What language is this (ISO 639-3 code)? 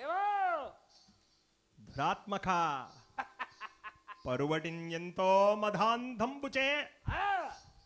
tam